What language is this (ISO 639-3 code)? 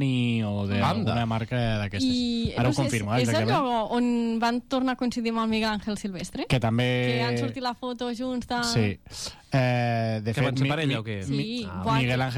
cat